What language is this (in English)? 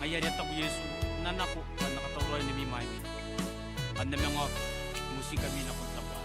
Gilbertese